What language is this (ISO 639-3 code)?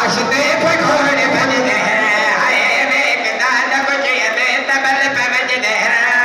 skr